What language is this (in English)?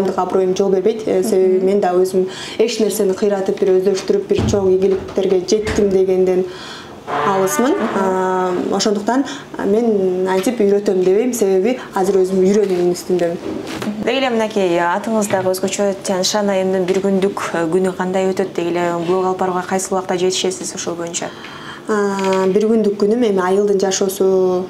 Kyrgyz